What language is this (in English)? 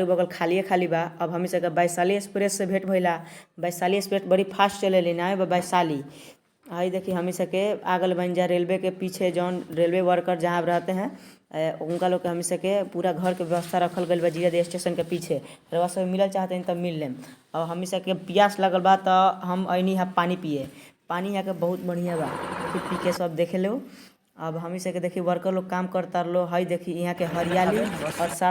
Bhojpuri